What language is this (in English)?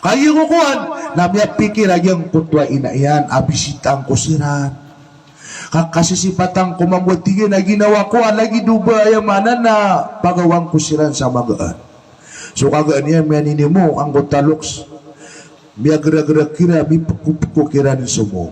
Maranao